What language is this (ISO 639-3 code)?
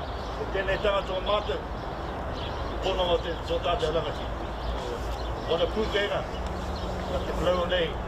mri